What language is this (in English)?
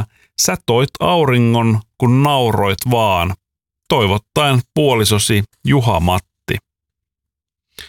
Finnish